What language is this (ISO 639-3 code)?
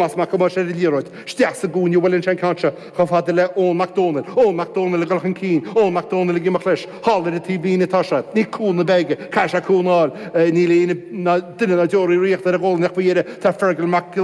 gle